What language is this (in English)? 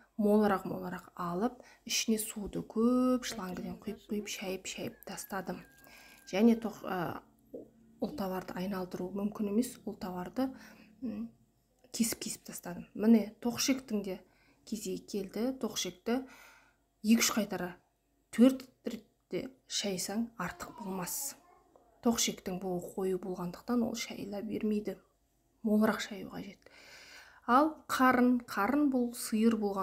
Kazakh